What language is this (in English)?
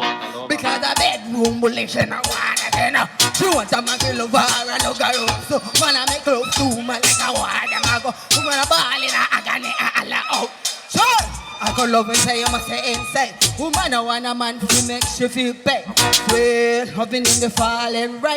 Jamaican Creole English